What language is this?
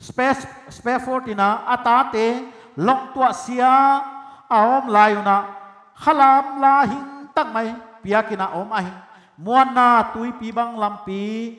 Paite Chin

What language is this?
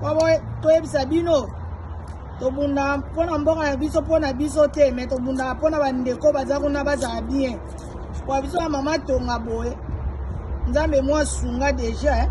Lingala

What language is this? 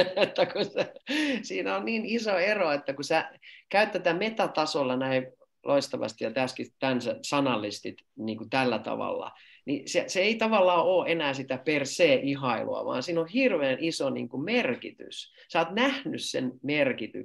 Finnish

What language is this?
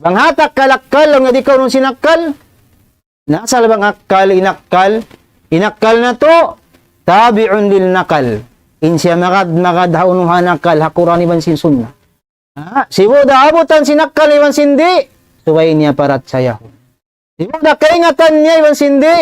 Tausug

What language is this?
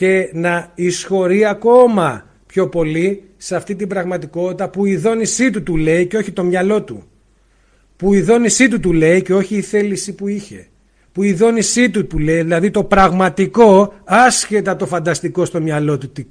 Greek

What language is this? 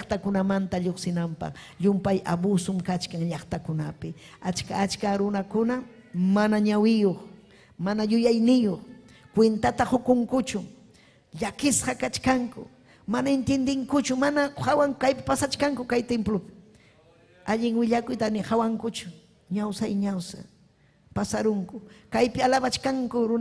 Ayacucho Quechua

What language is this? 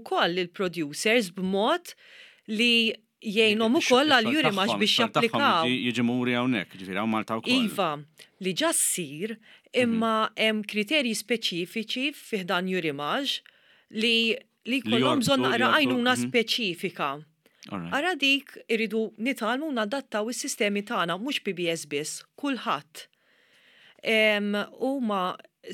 Maltese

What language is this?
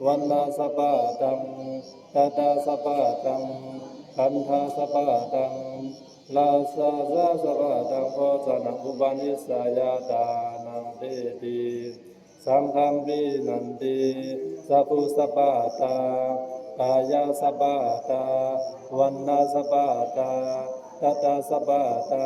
Pali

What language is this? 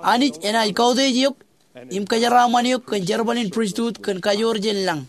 Marshallese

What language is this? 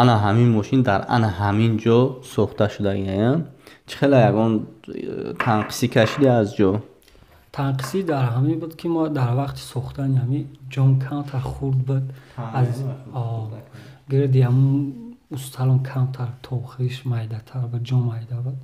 Tajik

